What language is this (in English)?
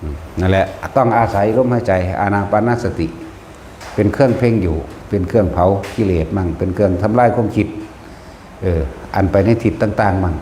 Northeastern Thai